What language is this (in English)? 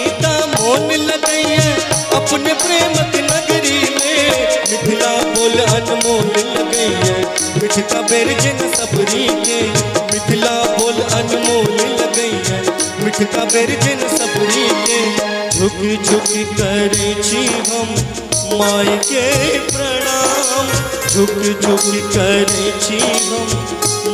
Maithili